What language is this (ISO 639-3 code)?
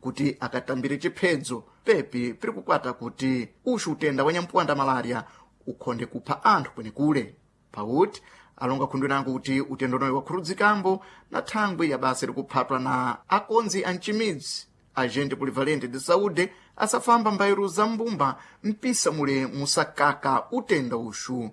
seh